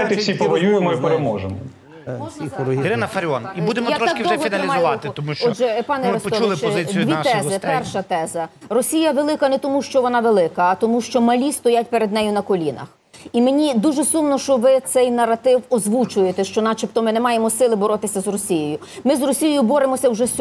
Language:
Ukrainian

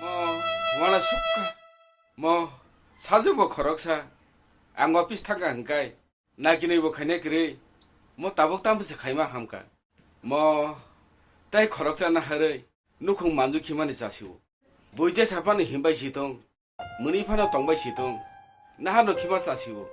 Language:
Kok Borok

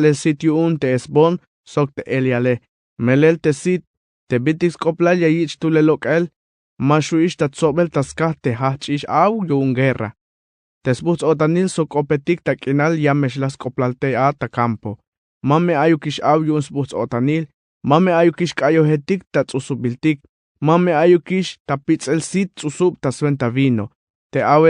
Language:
Tzeltal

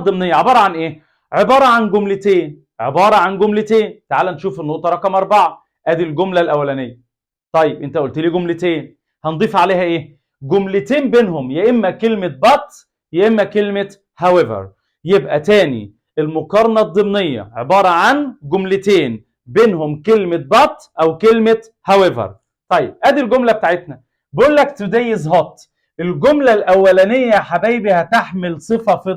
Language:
Egyptian Arabic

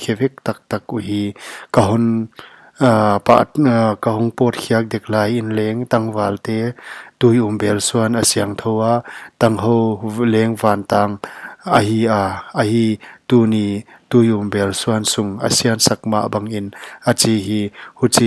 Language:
Paite Chin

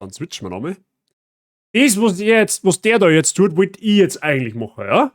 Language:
Bavarian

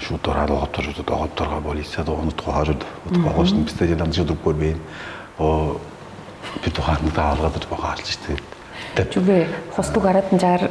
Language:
Tuvinian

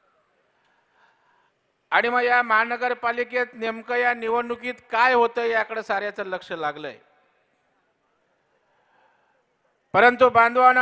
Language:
Marathi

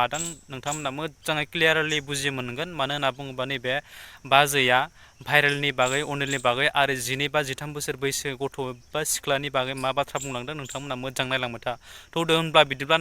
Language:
Bodo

